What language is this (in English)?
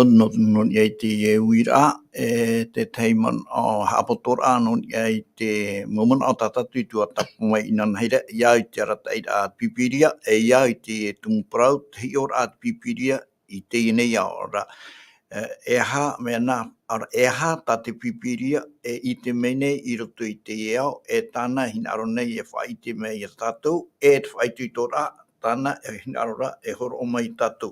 Tahitian